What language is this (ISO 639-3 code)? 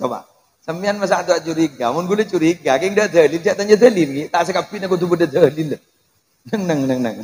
mad